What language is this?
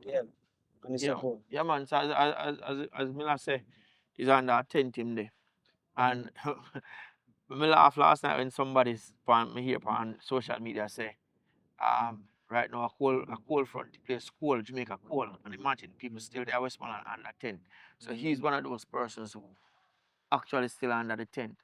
Jamaican Creole English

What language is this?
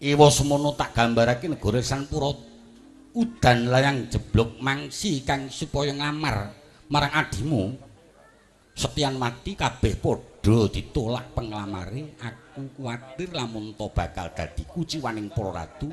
Javanese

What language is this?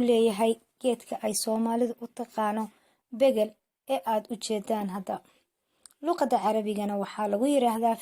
Somali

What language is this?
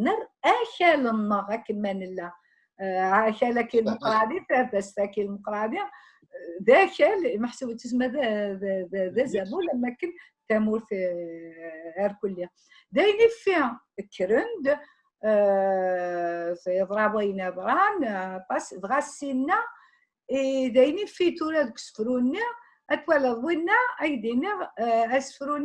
Kabyle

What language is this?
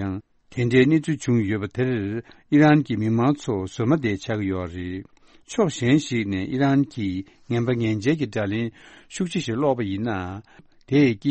Tibetan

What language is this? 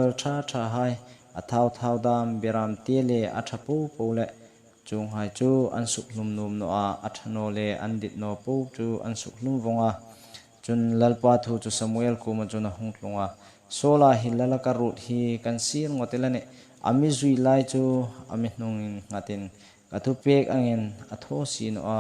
Hmar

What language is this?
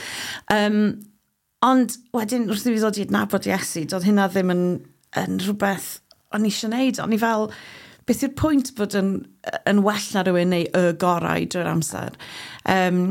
Welsh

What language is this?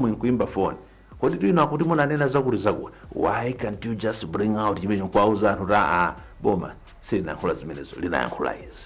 Nyanja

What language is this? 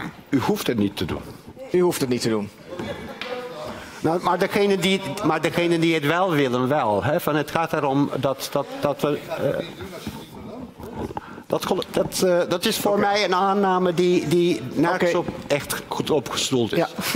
Dutch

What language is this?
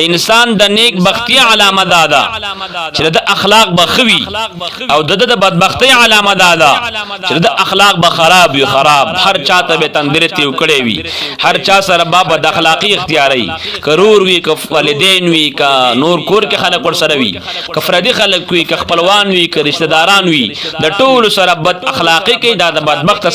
Pashto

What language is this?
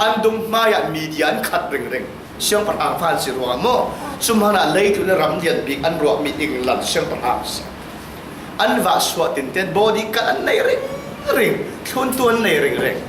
Falam Chin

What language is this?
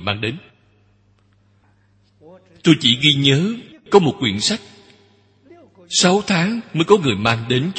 Vietnamese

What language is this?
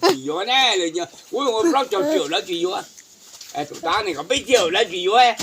Hmong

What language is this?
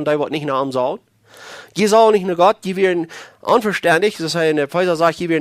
Plautdietsch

